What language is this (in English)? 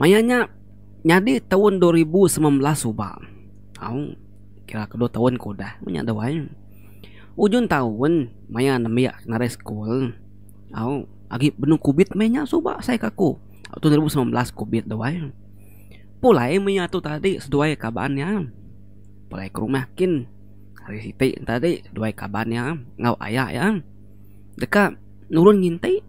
Iban